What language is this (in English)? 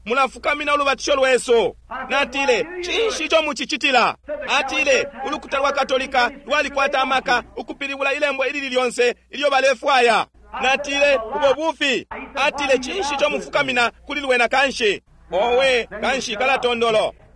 Bemba